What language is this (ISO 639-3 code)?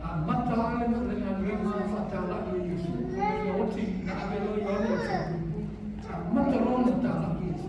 smo